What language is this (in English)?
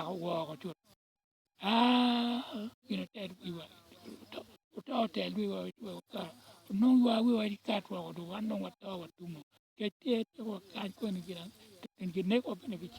Acoli